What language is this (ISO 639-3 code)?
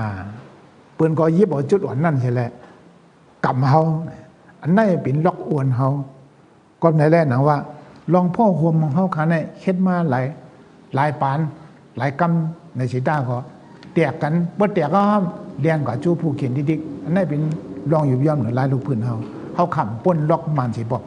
shn